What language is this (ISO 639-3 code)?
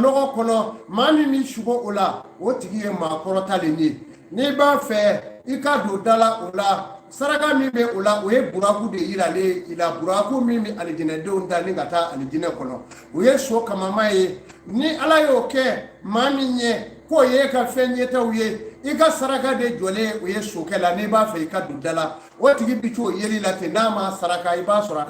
bam